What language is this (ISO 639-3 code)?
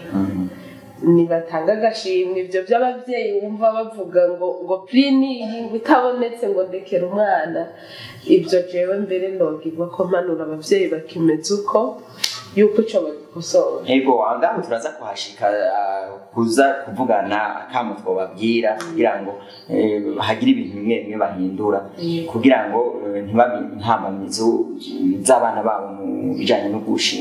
run